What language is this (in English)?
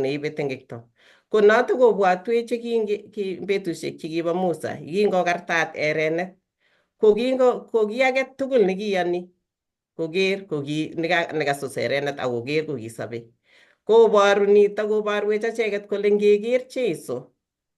Kalenjin